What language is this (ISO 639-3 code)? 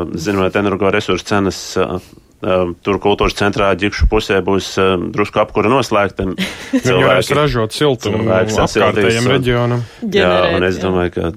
lav